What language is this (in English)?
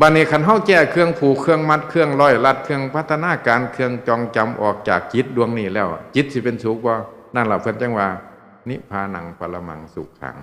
Northeastern Thai